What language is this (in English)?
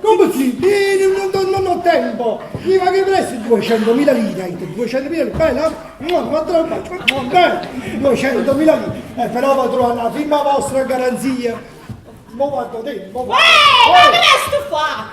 Neapolitan